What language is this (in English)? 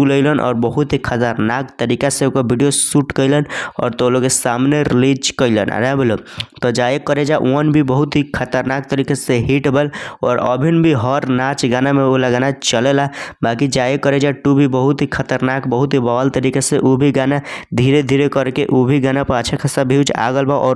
Bhojpuri